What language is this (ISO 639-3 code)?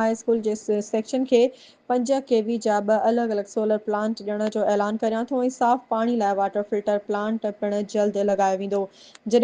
snd